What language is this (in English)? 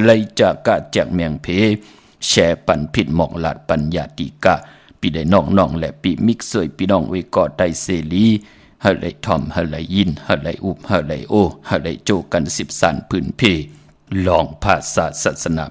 Shan